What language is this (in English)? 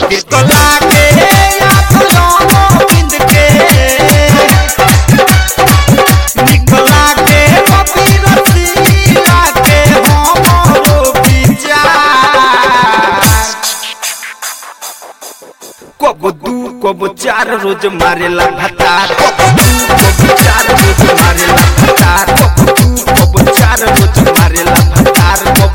Bhojpuri